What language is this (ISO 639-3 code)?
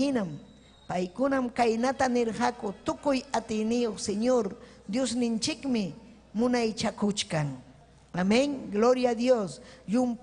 quy